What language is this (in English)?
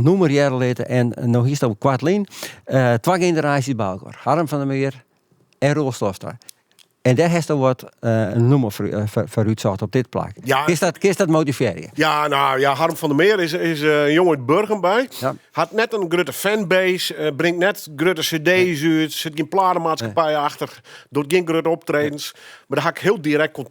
Western Frisian